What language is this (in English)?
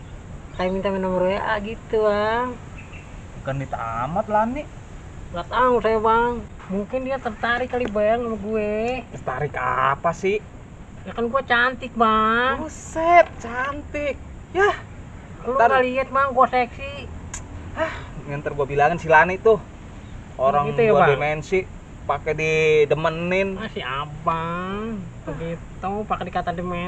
Betawi